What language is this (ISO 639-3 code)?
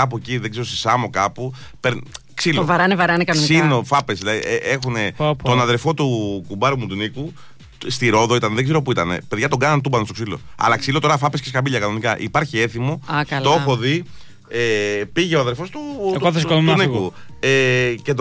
ell